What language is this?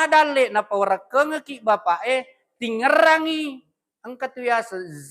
Buginese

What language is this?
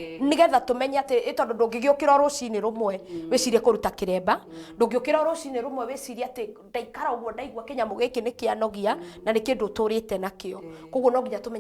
Kikuyu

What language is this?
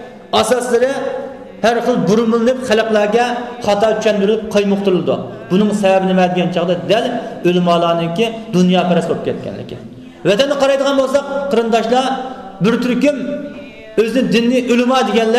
Uyghur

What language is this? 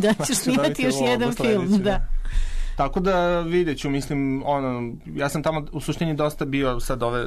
Serbian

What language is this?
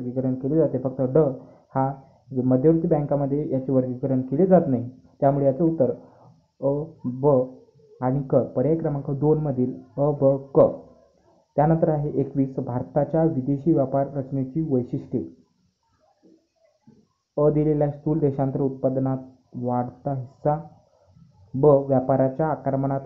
Marathi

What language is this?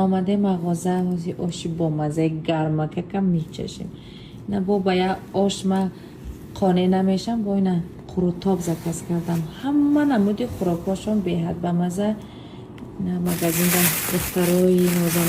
Tajik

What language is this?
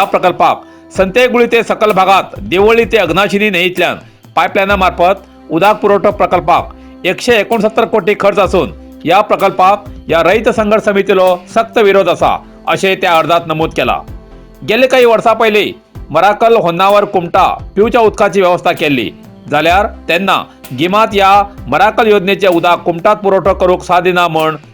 Konkani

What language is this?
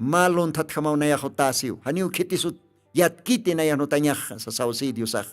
Aymara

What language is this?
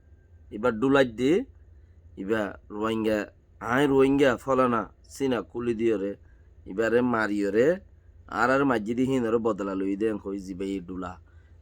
Rohingya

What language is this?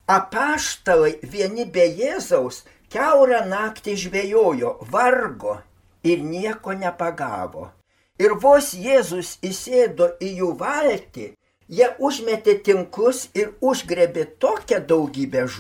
Lithuanian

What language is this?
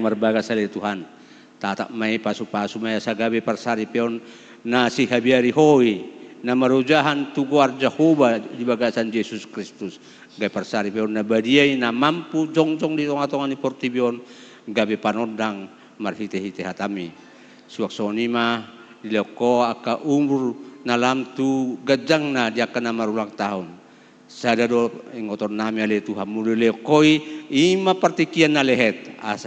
Batak Toba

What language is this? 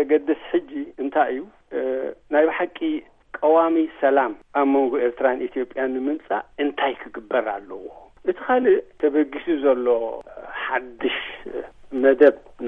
Tigrinya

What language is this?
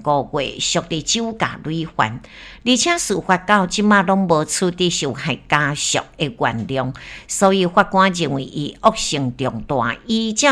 Min Nan Chinese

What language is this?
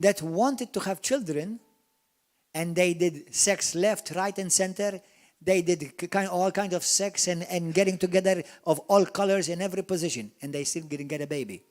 English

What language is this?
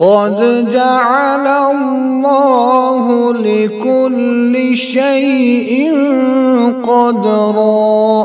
Kashmiri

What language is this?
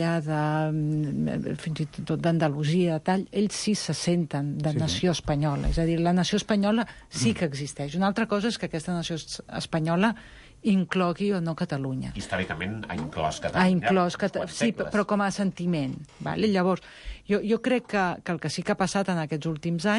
Catalan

